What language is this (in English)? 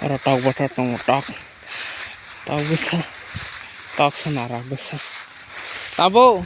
Kok Borok